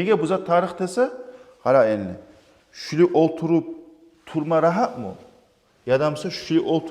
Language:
Kumyk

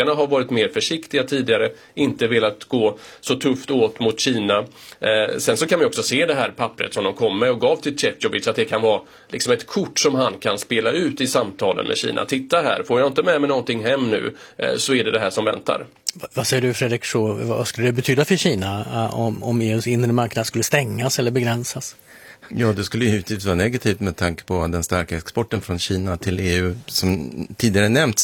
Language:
Swedish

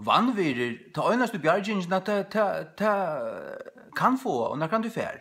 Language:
Faroese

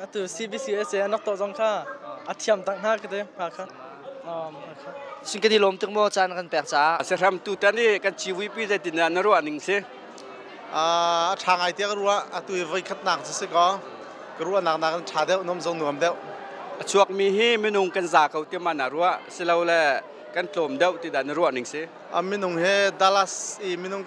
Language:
Hakha Chin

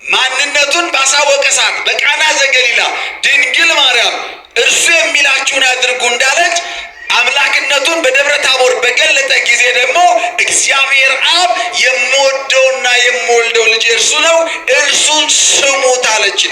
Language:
Amharic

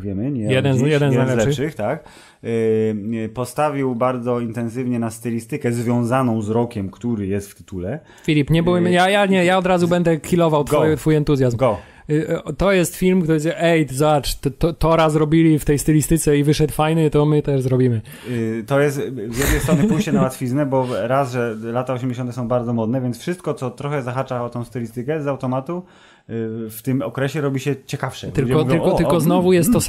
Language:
Polish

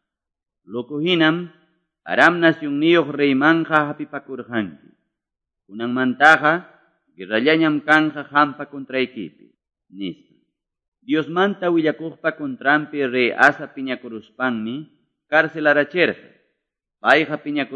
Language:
Quechua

